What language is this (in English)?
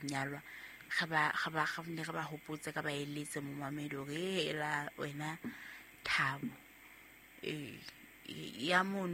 Southern Sotho